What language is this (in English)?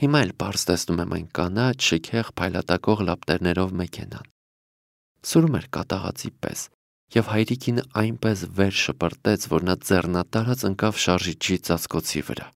Armenian